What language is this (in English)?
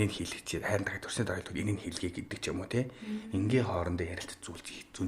Mongolian